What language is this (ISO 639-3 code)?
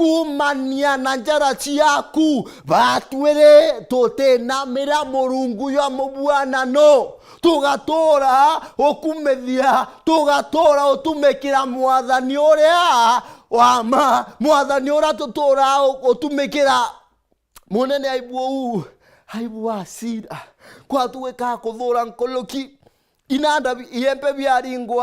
mer